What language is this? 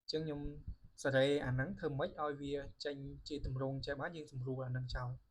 Khmer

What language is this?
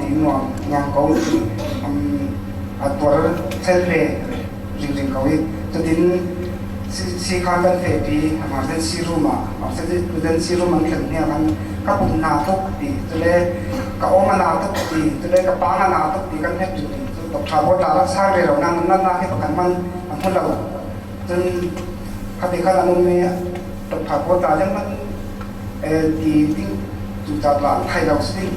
Falam Chin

